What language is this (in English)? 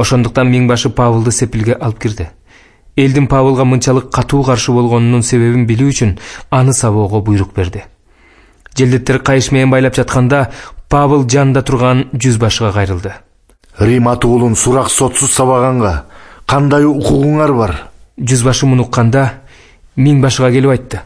Kyrgyz